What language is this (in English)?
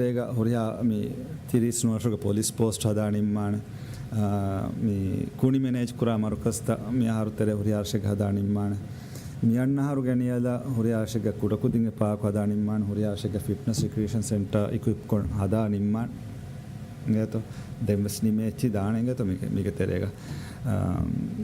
Divehi